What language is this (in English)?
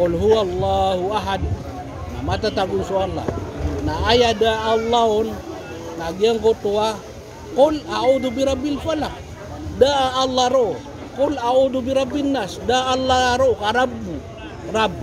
Maranao